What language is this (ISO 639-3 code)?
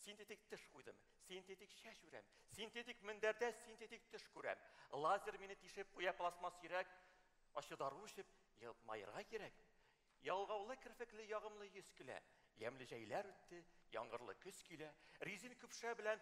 tat